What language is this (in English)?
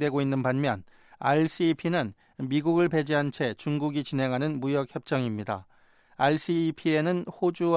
Korean